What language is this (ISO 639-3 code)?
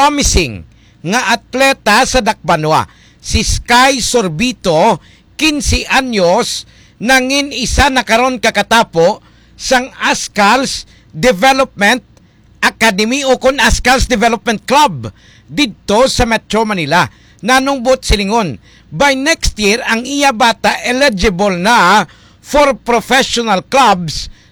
hil